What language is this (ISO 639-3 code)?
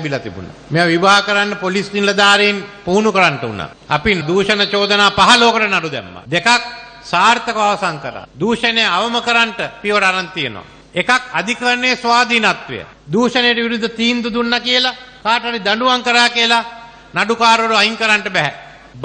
sin